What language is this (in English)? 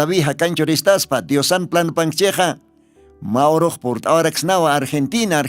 Aymara